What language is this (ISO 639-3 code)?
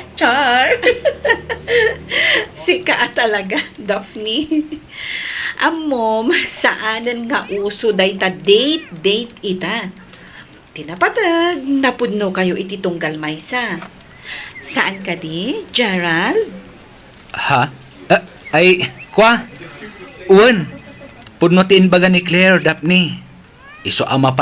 ilo